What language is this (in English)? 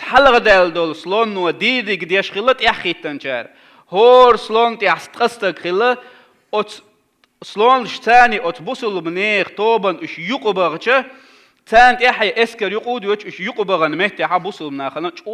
Chechen